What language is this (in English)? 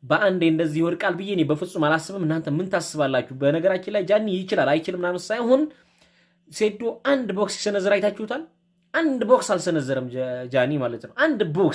Amharic